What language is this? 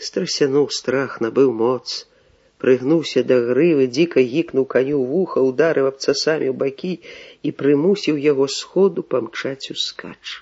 Belarusian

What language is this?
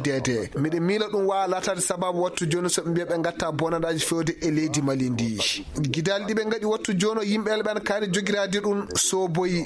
Fula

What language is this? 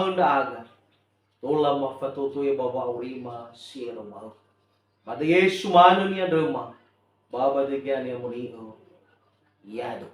Nias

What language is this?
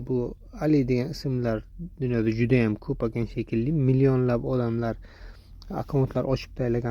Uzbek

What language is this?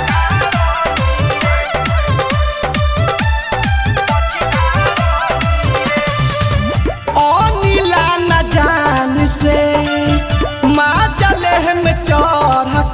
Bhojpuri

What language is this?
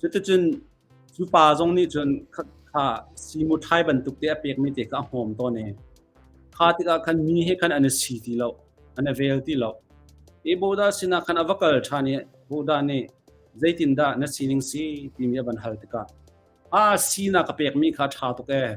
Hakha Chin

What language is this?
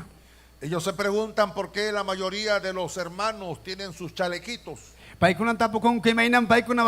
Ayacucho Quechua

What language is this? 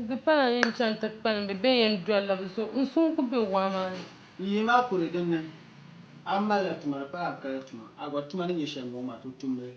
Dagbani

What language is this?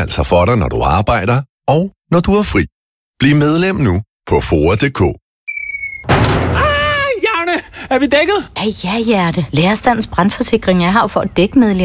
Danish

